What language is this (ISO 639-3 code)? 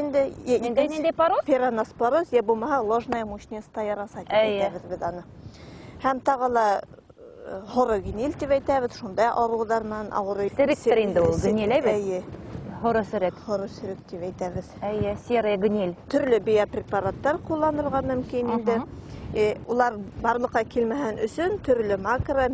bak